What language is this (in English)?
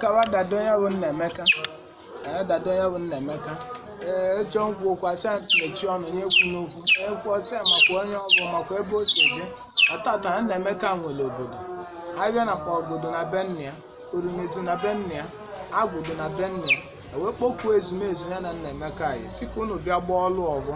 Igbo